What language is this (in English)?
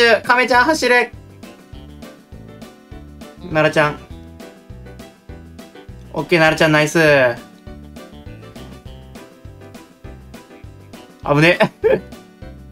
Japanese